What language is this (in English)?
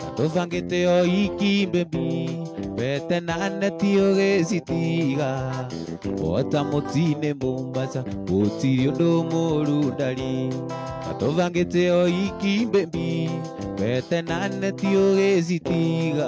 Kikuyu